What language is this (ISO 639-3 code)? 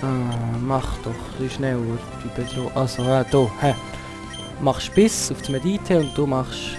gsw